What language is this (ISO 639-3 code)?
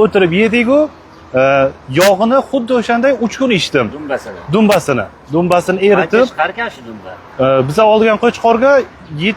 uzb